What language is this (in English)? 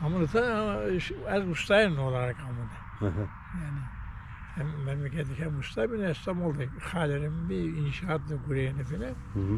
Zaza